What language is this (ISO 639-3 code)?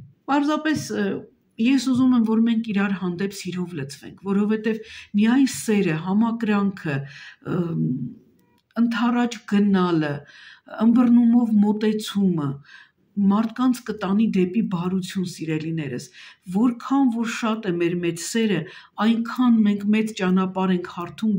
hye